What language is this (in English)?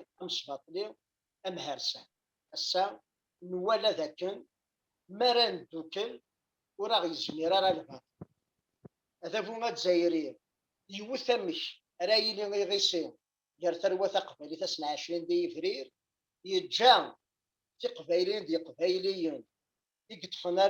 Kabyle